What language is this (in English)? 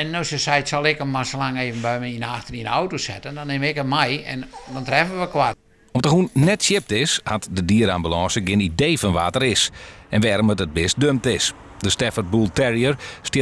Western Frisian